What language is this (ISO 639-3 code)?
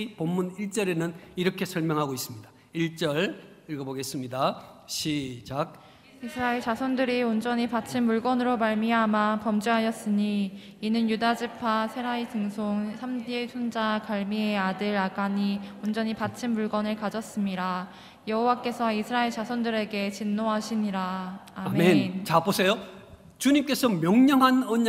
kor